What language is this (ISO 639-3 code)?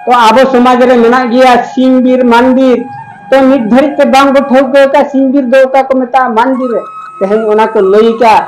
sat